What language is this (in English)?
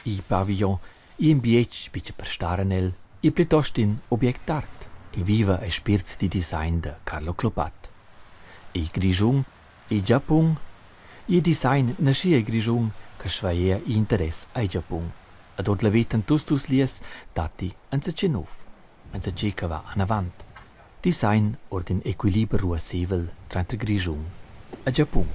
Romansh